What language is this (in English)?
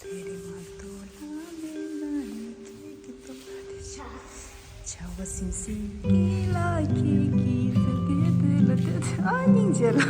Tibetan